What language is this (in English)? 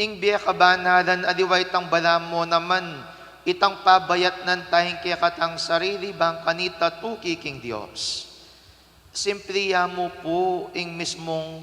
Pampanga